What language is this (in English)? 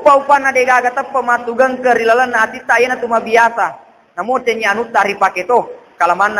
Buginese